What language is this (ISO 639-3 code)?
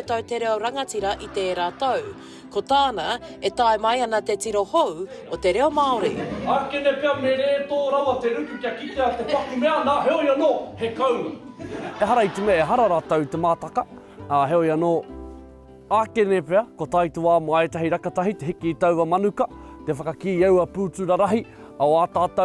mri